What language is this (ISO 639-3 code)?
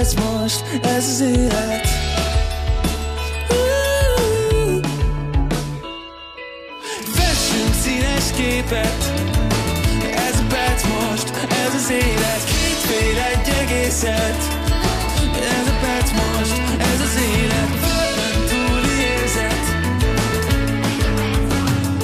hun